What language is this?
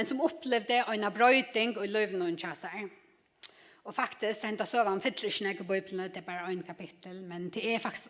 Faroese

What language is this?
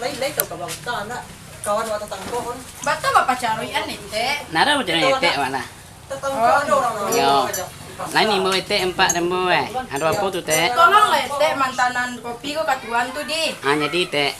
Minangkabau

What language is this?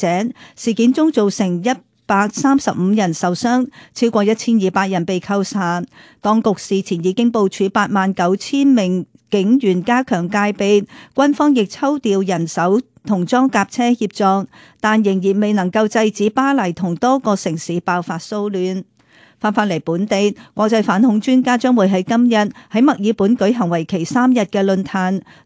Cantonese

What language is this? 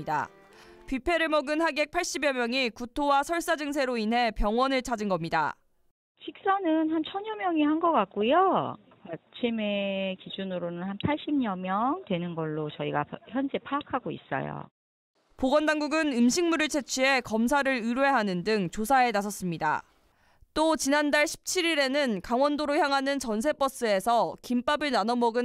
Korean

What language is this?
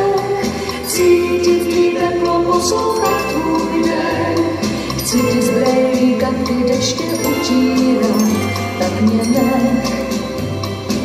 Czech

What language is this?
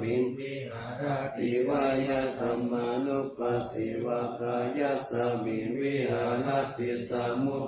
Pali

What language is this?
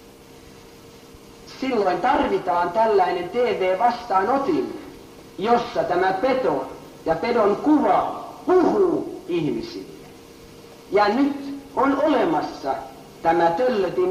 Finnish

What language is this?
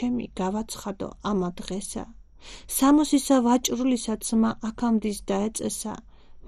Georgian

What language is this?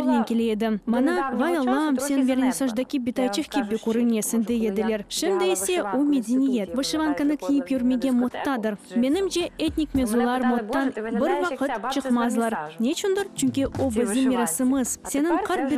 Crimean Tatar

